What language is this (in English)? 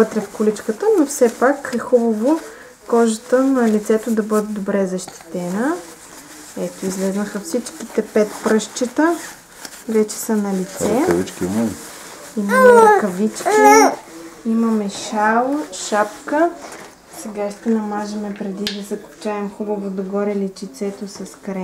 Bulgarian